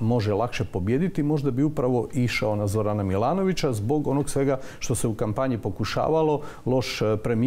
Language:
Croatian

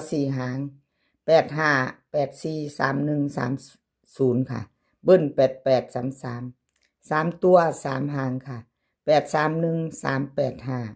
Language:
Northeastern Thai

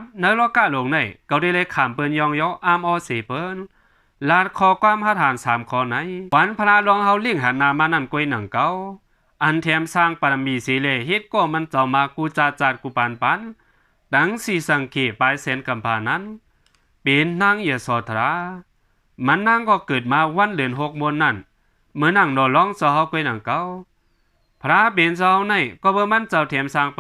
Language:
Shan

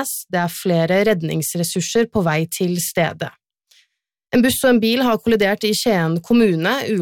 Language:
Norwegian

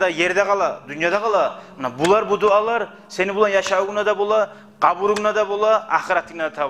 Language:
Kumyk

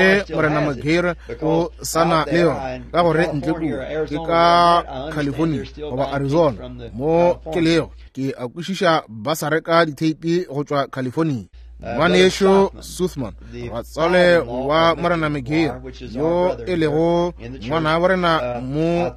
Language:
Northern Sotho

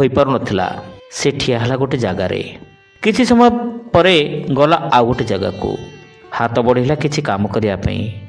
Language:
Odia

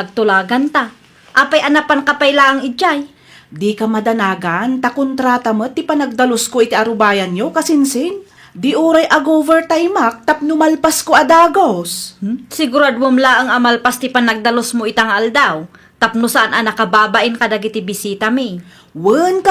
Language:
Iloko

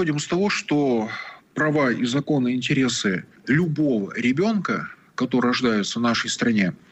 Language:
Russian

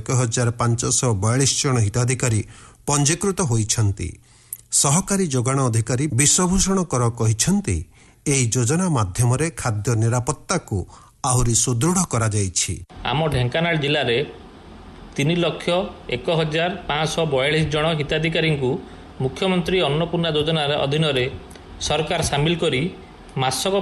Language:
Odia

